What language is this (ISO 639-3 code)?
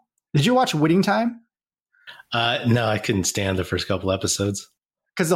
eng